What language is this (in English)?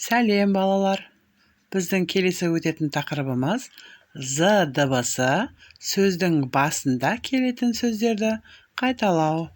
Kazakh